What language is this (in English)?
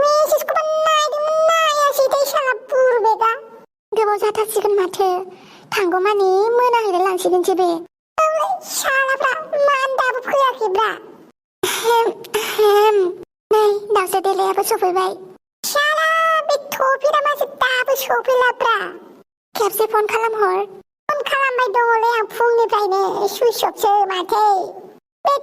Bodo